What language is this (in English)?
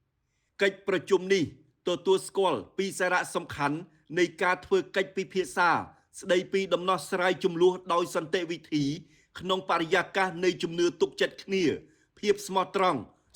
Khmer